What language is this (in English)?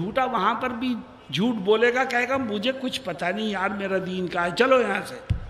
Urdu